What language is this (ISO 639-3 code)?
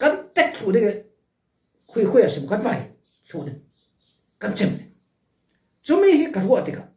cfm